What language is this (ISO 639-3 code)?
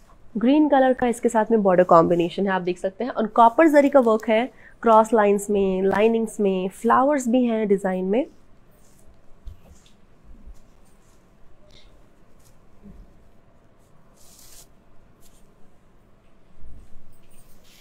hin